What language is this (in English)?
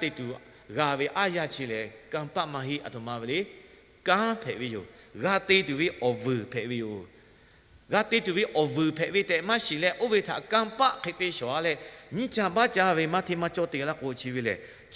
Lahu